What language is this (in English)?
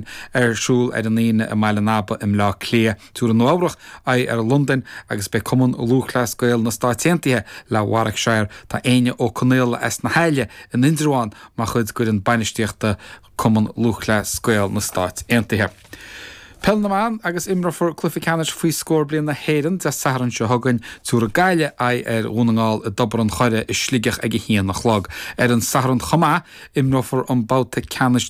Irish